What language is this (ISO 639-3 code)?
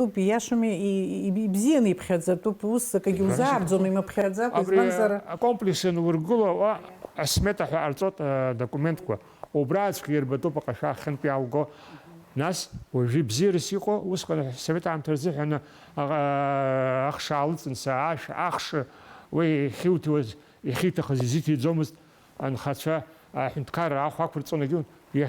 abk